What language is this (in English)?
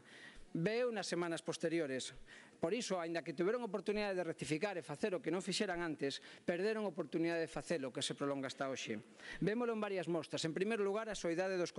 Galician